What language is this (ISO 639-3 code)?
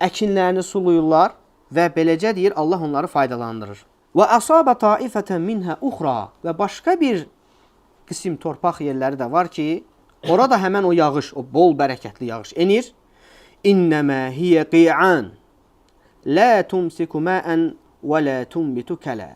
aze